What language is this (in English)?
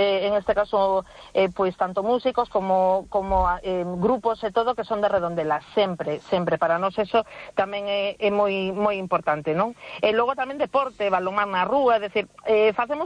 Galician